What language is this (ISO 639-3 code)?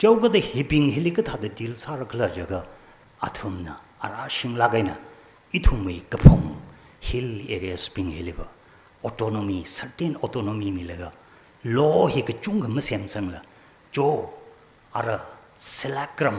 nmf